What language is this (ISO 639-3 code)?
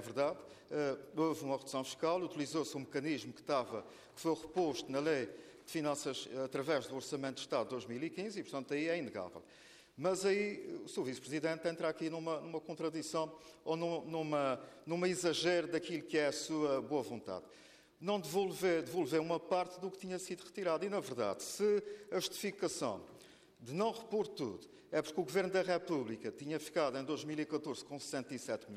por